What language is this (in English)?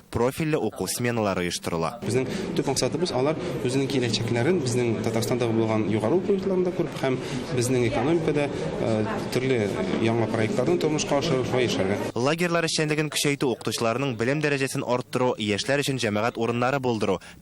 Tatar